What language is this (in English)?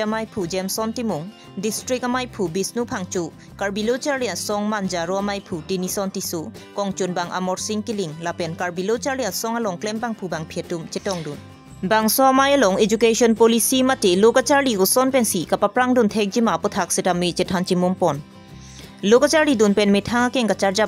Karbi